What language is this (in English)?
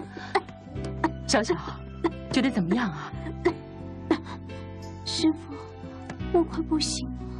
Chinese